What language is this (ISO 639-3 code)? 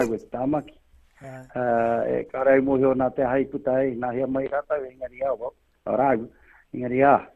mri